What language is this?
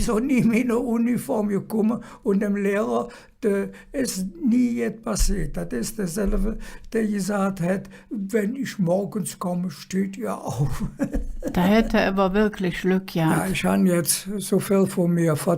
Colognian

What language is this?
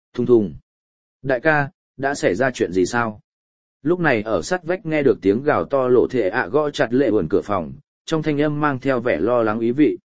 Vietnamese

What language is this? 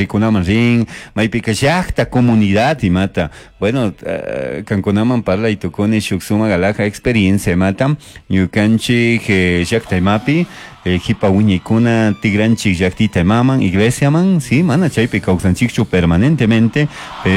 Chimborazo Highland Quichua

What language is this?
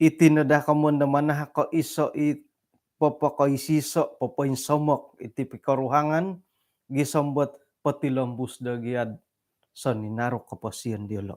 Central Dusun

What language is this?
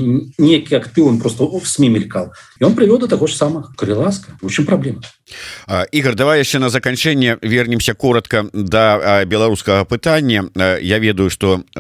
Belarusian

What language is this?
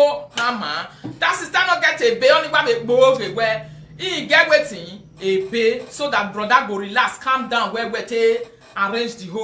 Nigerian Pidgin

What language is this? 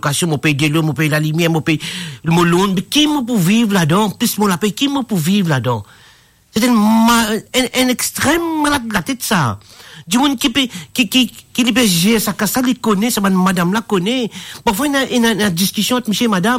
Morisyen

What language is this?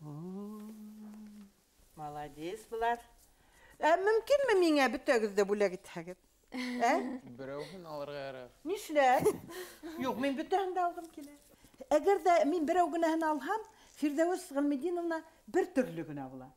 Bashkir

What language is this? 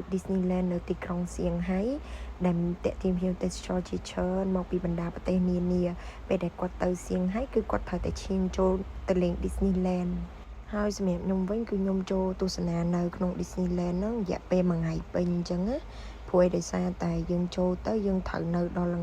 Khmer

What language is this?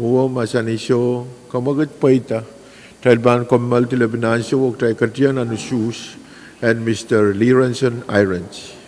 Pohnpeian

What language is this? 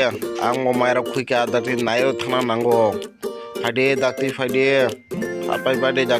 Kok Borok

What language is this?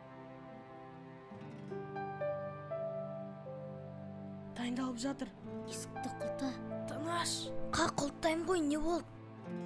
Kazakh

